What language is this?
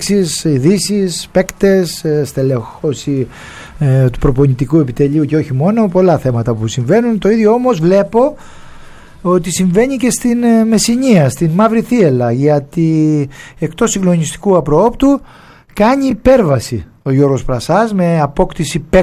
Greek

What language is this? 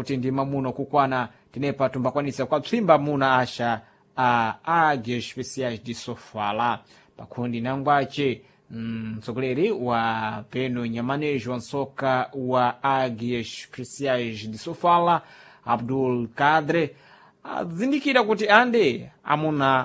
Sena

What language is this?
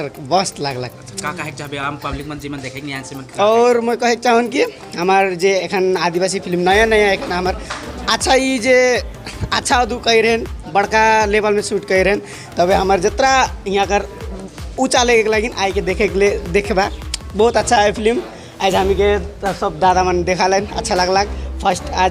Sadri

